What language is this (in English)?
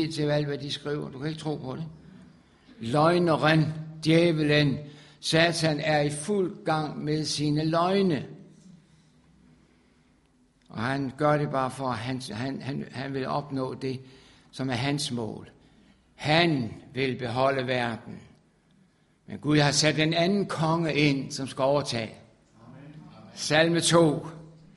Danish